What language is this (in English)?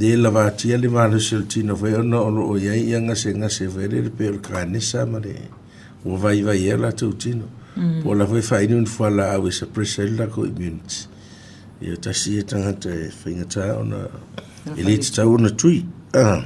Samoan